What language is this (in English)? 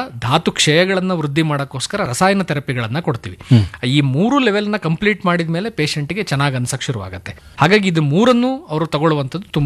Kannada